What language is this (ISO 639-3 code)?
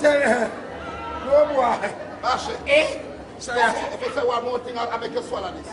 jam